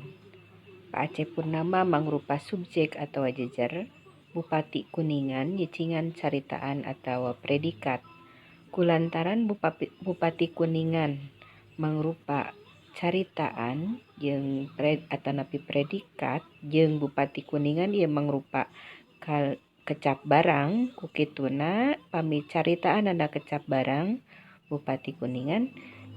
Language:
Sundanese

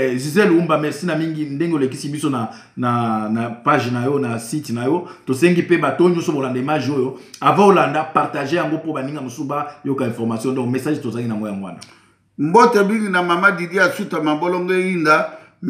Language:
Lingala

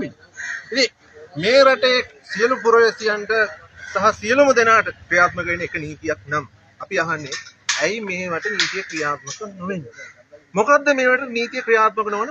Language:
Sinhala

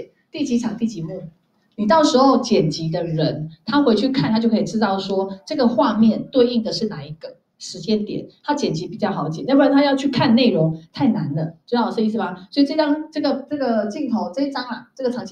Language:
Chinese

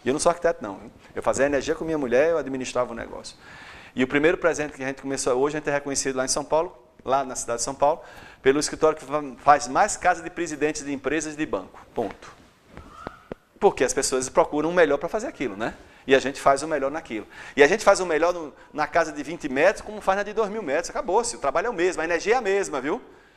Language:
Portuguese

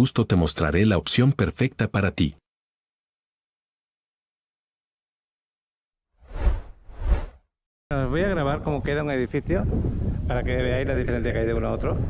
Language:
Spanish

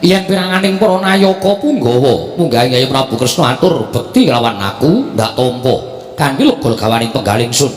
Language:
Javanese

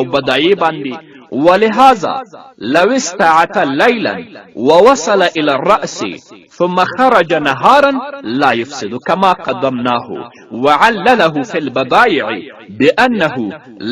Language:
Pashto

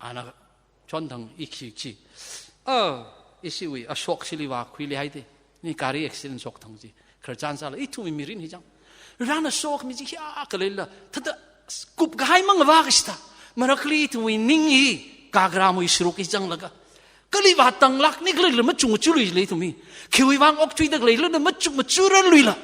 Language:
Tangkhul Naga (India)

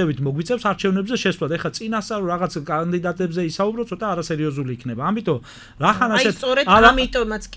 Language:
Georgian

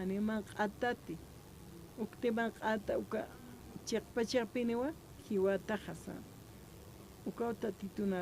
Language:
Aymara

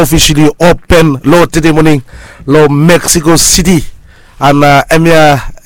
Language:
Bislama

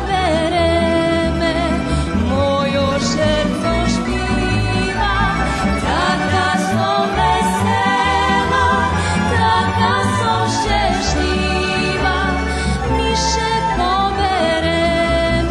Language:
Rusyn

